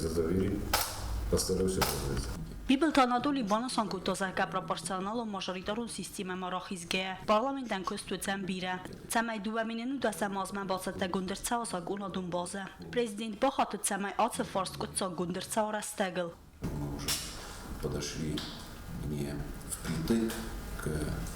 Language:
Ossetic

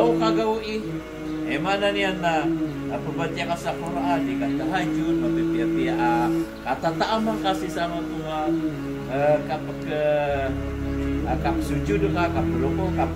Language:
Maranao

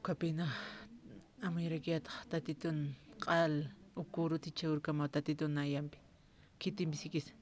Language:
Aymara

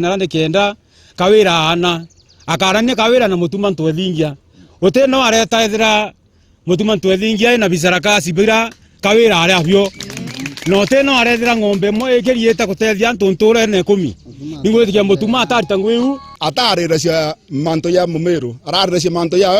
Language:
Meru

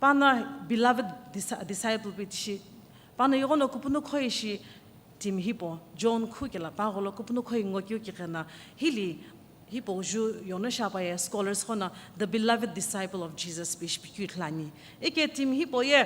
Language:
Sumi Naga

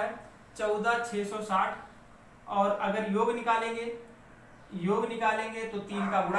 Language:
Hindi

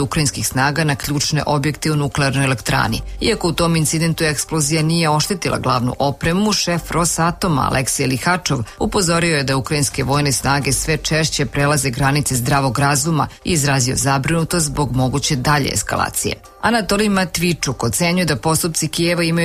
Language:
Serbian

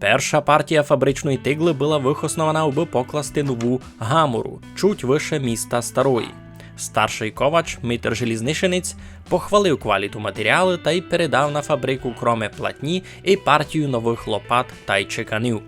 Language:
Rusyn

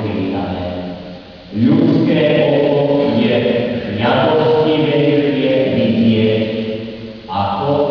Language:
Slovak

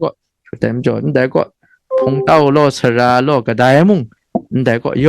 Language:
Kachin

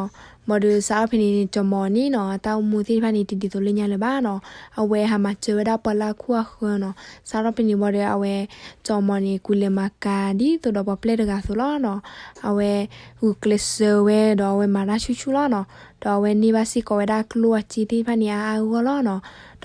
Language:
S'gaw Karen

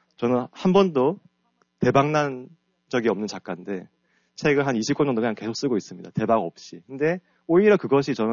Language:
Korean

